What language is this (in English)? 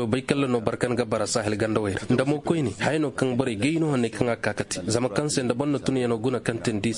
Koyraboro Senni